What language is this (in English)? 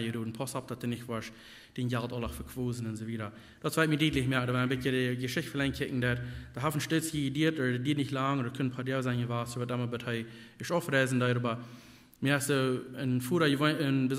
Plautdietsch